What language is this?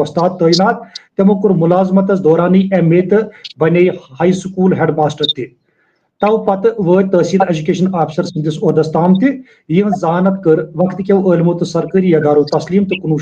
Kashmiri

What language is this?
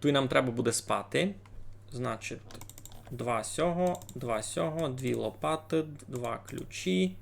Rusyn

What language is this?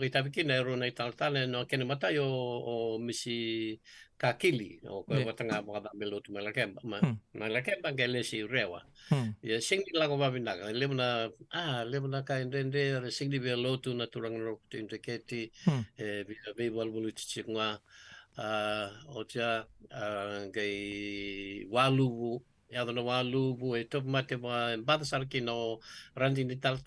Fijian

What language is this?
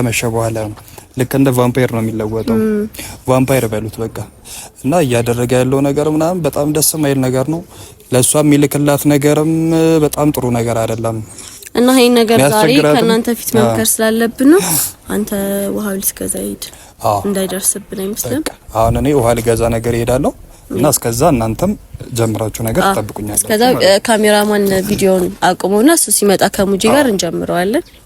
Amharic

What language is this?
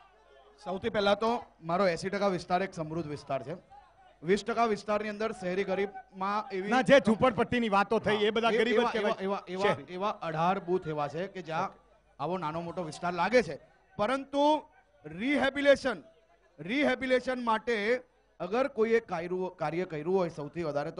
Gujarati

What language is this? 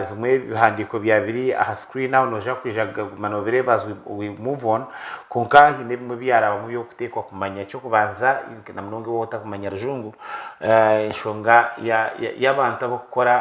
Nyankole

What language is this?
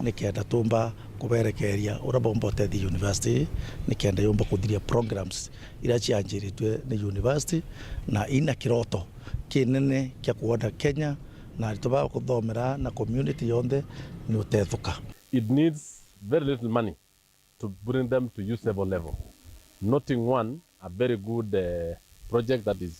Meru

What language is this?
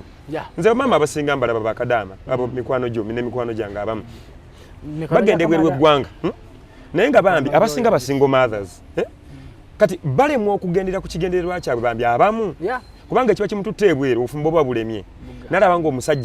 Ganda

